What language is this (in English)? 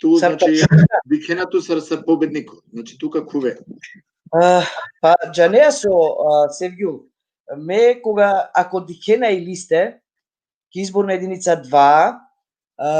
Balkan Romani